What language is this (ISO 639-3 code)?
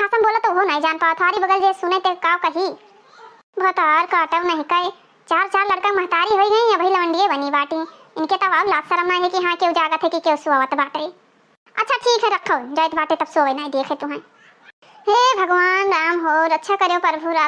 awa